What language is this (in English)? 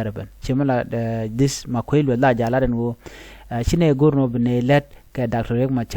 Nuer